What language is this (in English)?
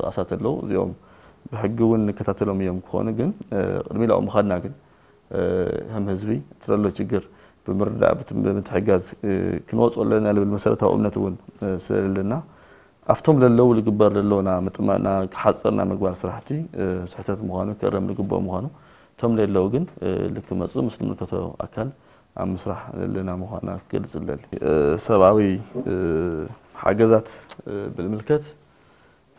Tigrinya